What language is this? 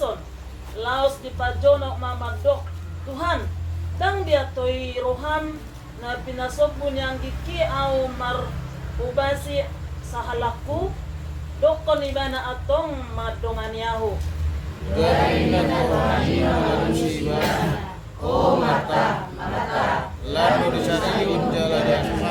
Batak Toba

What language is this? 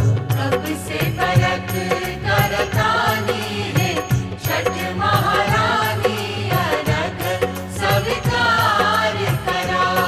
Bhojpuri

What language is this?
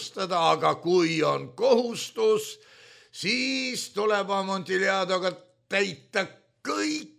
Estonian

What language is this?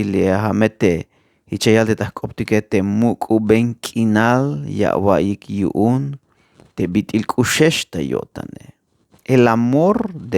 Tzeltal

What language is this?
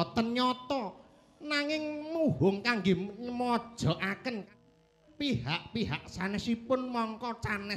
Javanese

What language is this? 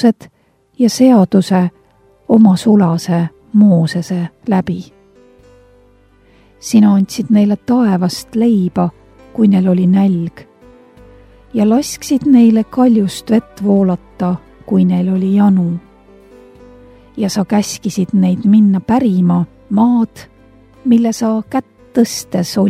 Estonian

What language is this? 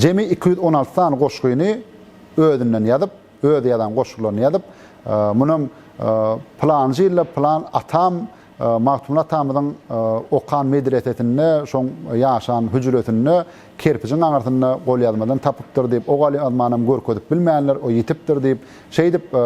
Turkmen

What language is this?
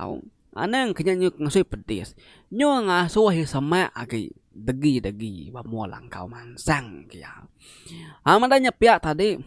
Iban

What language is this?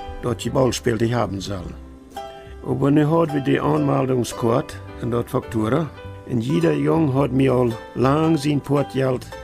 Plautdietsch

